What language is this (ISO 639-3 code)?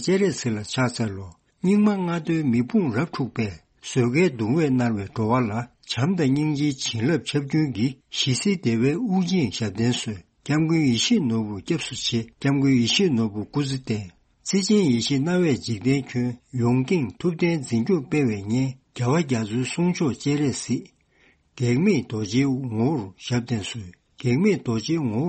bod